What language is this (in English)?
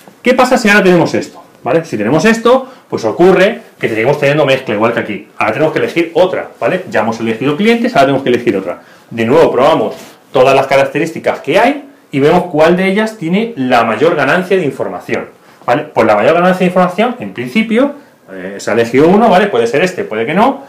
Spanish